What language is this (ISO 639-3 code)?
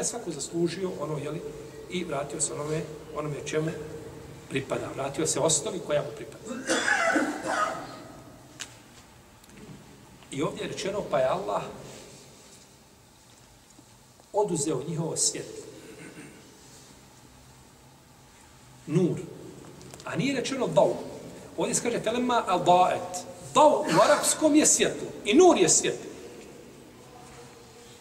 bos